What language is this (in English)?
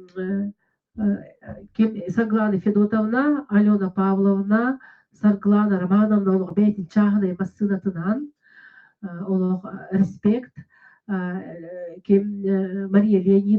Yakut